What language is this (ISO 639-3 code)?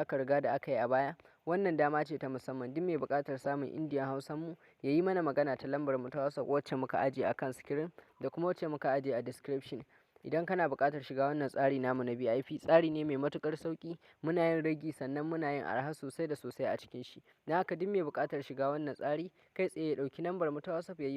hau